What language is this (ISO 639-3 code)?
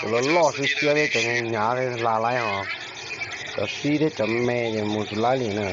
hmn